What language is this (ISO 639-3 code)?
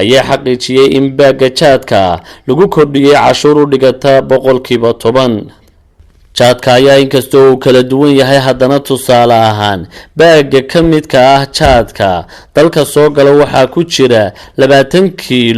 som